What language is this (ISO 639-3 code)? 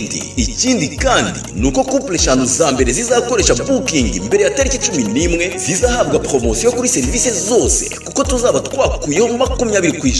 kin